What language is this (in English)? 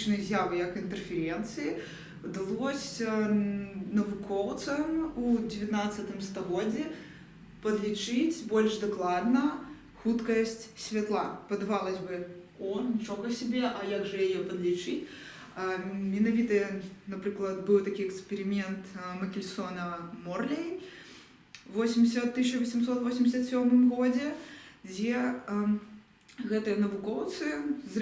Belarusian